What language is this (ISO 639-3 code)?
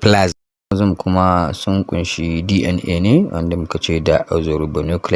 hau